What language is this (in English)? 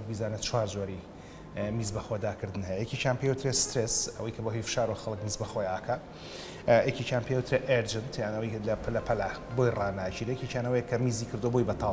Central Kurdish